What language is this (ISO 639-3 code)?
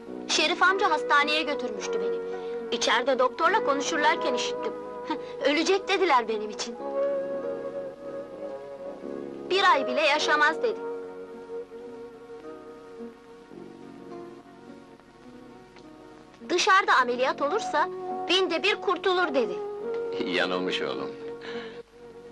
tur